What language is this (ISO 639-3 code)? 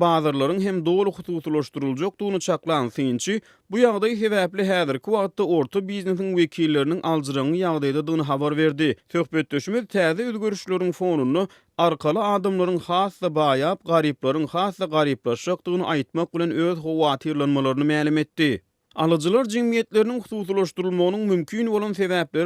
tuk